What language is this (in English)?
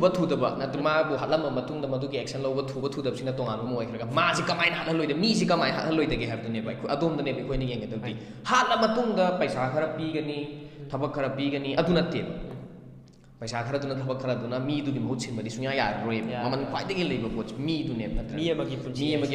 Manipuri